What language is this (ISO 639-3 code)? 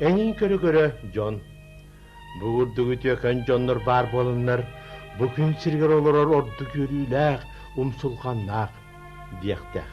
sah